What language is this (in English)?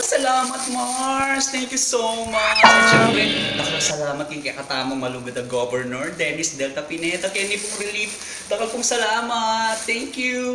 Pampanga